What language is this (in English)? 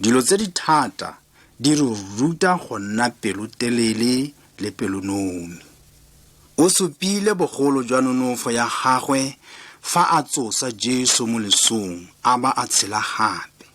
Tswana